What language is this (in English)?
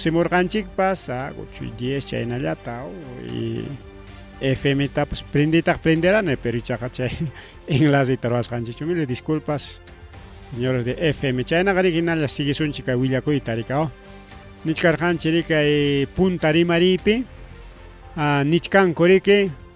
Ayacucho Quechua